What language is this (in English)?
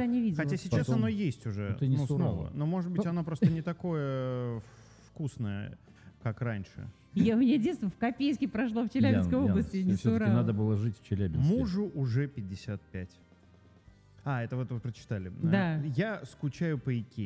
Russian